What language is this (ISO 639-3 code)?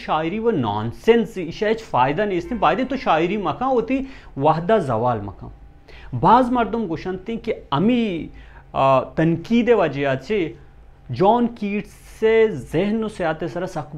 bal